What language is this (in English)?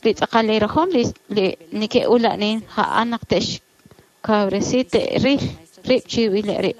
Kekchí